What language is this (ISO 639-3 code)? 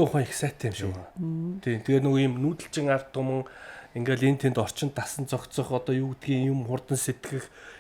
mon